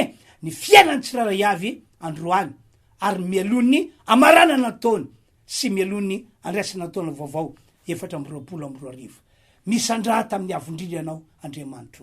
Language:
Malagasy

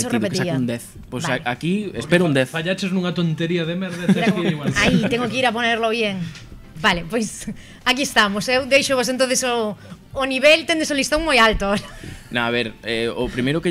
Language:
Galician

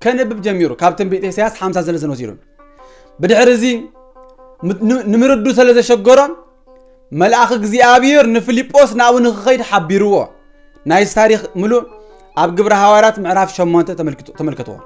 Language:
Tigrinya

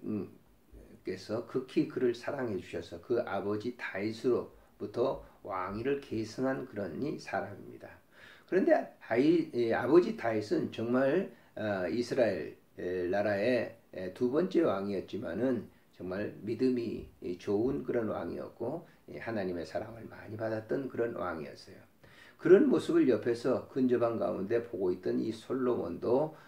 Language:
Korean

